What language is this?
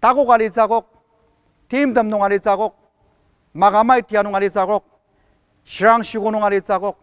Ao Naga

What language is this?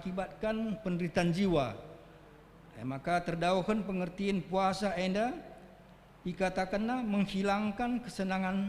Batak Karo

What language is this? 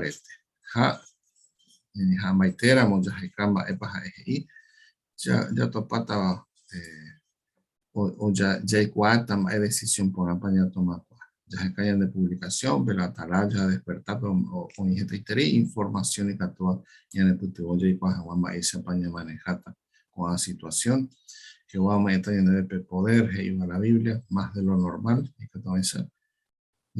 Guarani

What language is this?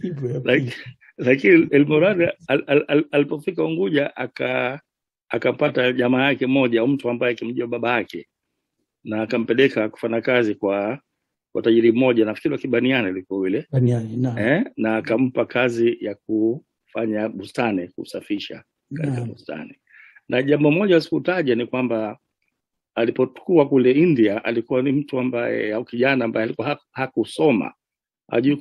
Swahili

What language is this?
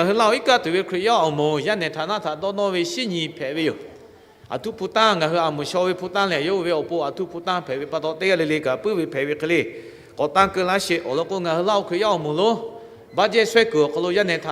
Lahu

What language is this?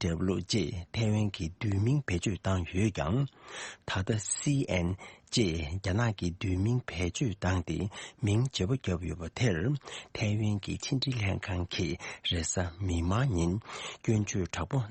Tibetan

